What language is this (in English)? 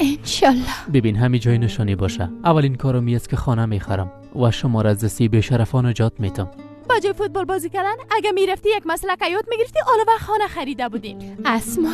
Persian